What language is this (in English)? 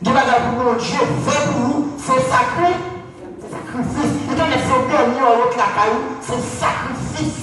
Haitian Creole